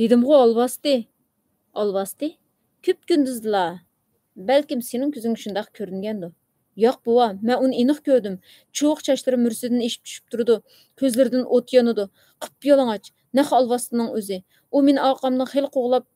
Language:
Uyghur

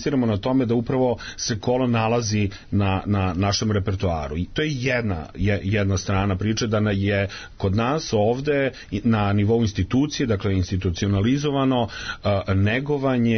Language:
Serbian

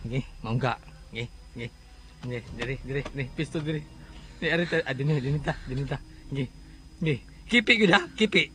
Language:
Cebuano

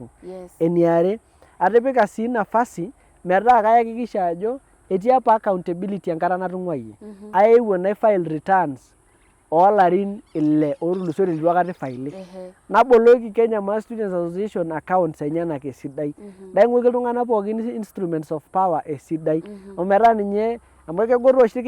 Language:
Masai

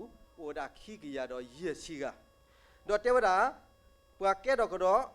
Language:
S'gaw Karen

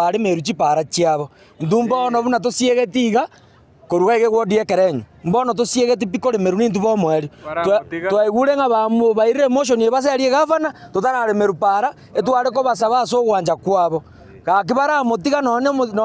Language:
Gusii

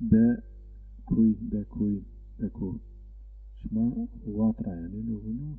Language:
Zaza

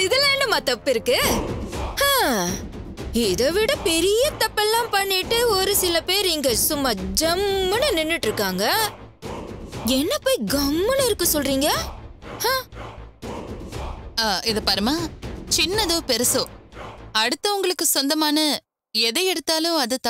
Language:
Tamil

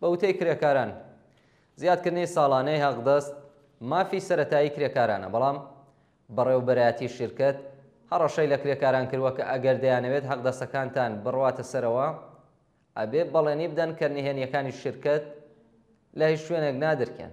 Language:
Central Kurdish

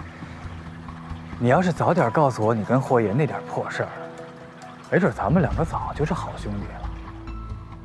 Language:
Chinese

